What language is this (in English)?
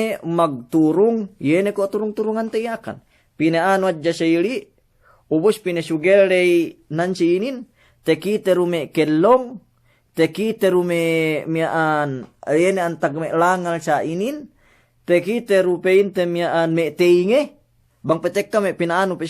Yakan